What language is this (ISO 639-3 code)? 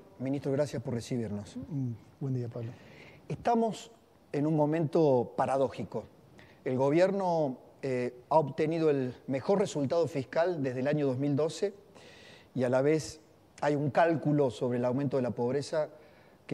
spa